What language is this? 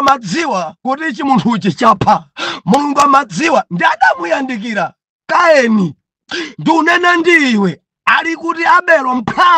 Nyanja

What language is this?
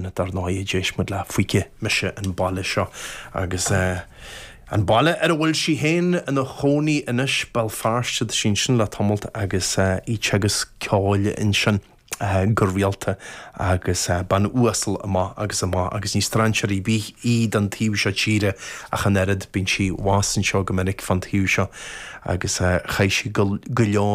Irish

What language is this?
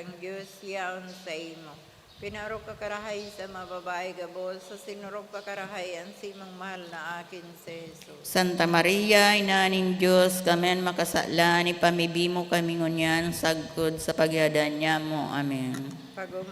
Bikol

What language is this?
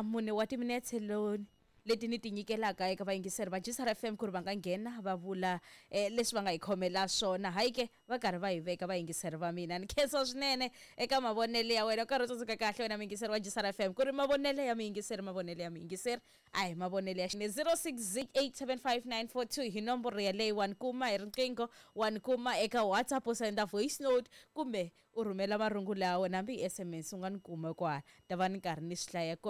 Tsonga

